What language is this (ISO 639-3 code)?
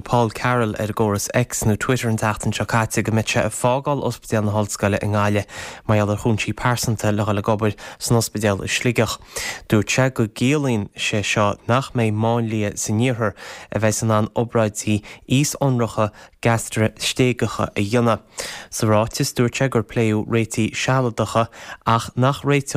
gle